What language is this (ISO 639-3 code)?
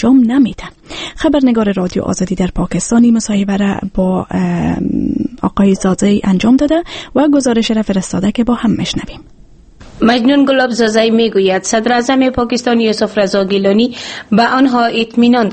fas